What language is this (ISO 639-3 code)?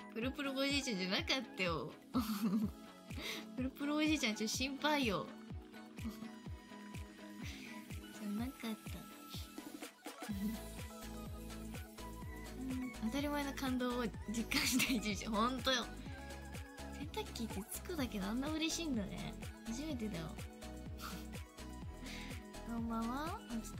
jpn